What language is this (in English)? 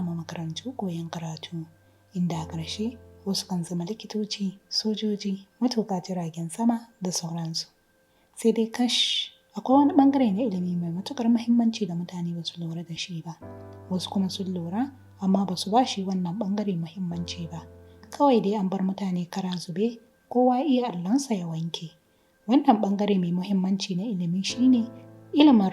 Hausa